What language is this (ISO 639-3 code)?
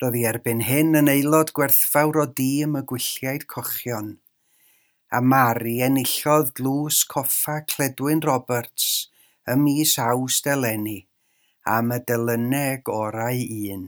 cym